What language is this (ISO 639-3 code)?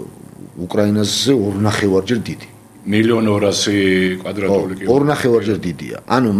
kat